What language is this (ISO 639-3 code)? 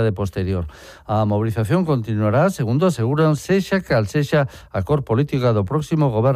glg